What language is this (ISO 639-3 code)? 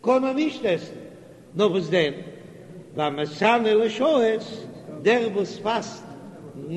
yid